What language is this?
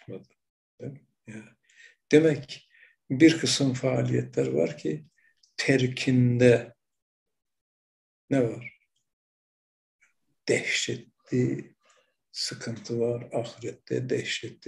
Turkish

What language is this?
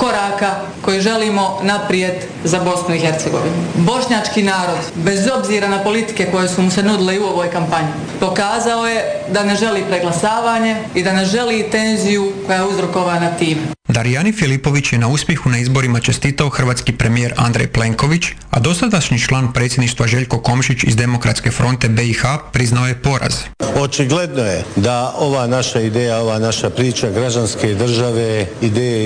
Croatian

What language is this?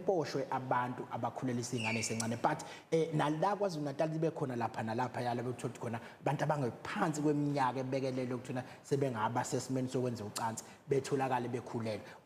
Zulu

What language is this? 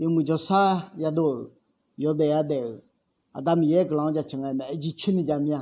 Akha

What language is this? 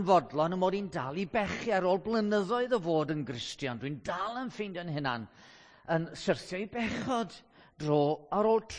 Welsh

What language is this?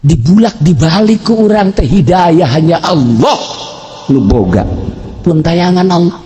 Sundanese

